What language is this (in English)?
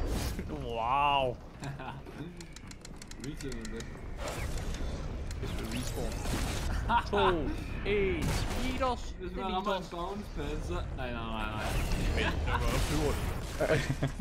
Danish